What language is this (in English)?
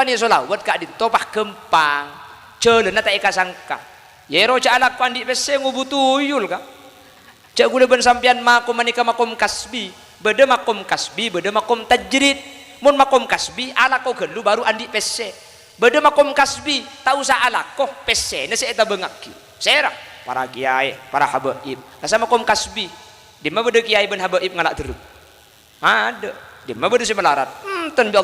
Madurese